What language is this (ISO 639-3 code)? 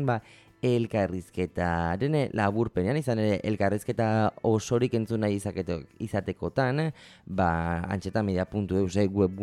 eus